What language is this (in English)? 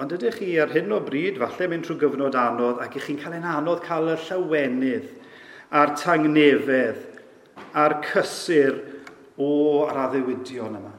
Welsh